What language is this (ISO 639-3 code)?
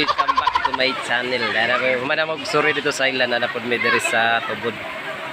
ceb